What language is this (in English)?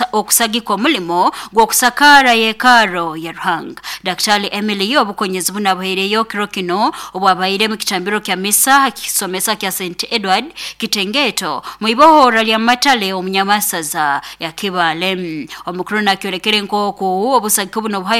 Nyoro